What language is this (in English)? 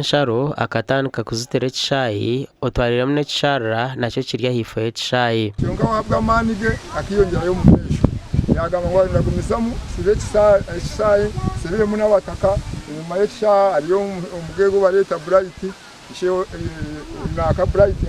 Nyankole